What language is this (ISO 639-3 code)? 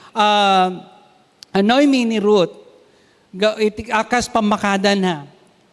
ilo